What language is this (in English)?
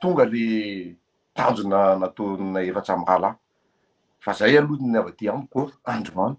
Malagasy